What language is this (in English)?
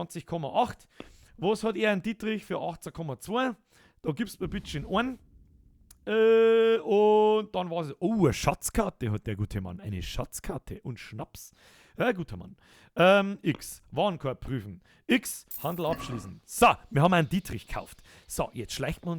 Bavarian